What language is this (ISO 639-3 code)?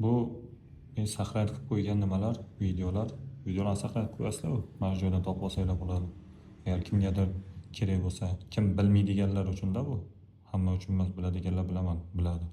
uzb